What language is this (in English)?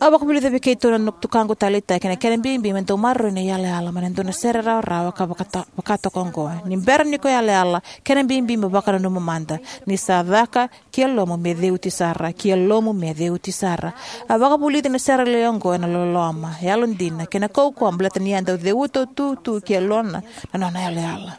Fijian